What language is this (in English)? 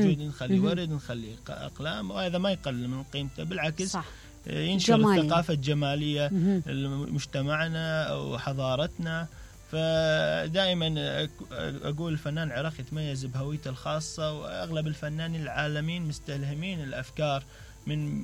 Mesopotamian Arabic